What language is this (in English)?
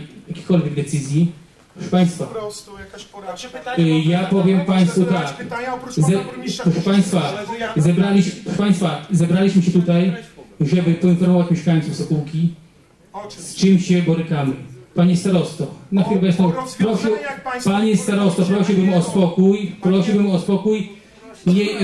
Polish